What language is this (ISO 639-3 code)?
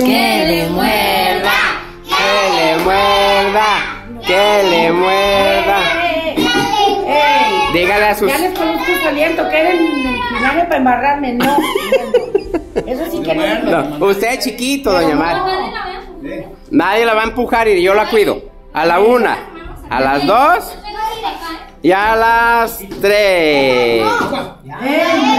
spa